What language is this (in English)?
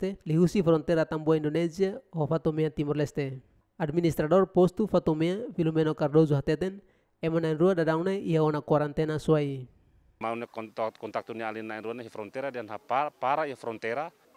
Tetum